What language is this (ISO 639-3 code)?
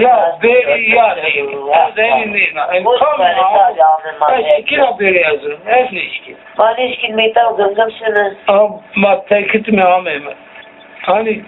zza